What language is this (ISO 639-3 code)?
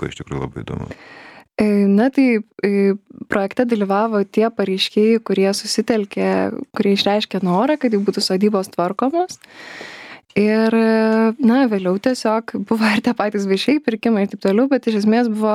lit